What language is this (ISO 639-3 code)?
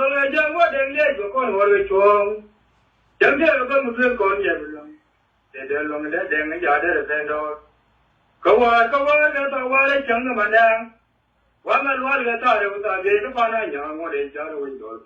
nus